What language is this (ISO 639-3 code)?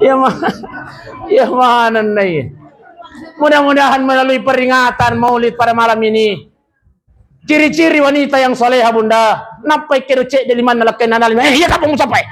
bug